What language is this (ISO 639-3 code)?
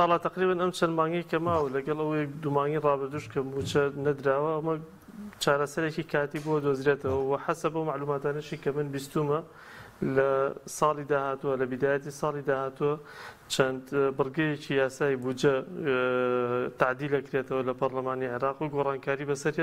ckb